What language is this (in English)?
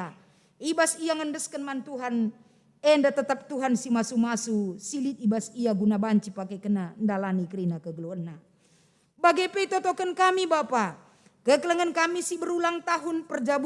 Batak Karo